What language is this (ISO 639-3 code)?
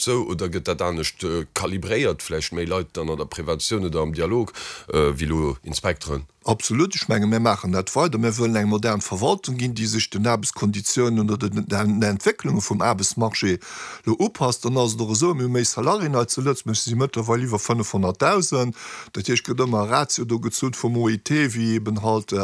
ltz